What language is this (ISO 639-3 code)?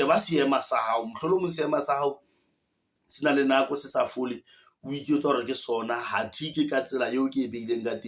sot